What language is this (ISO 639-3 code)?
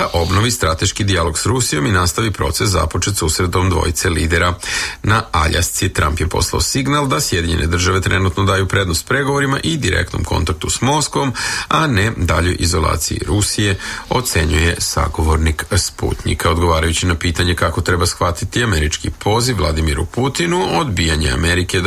srp